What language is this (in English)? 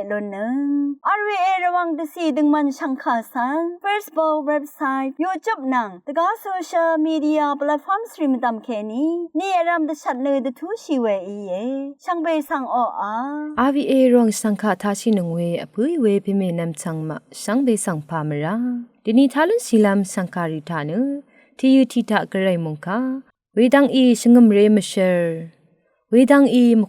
Rawang